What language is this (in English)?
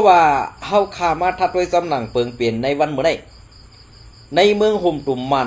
Shan